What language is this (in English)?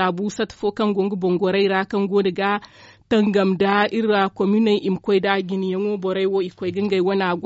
Zarma